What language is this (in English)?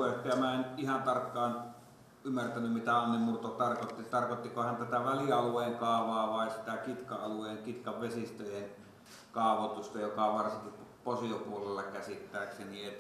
Finnish